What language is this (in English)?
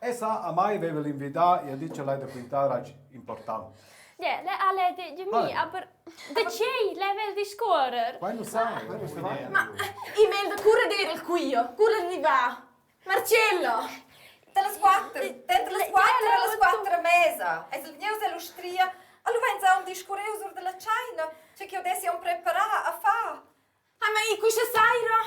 Romansh